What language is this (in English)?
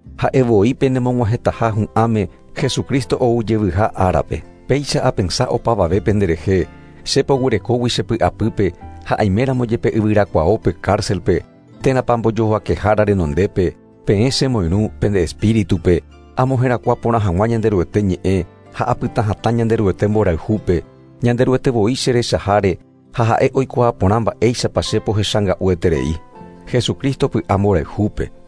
Guarani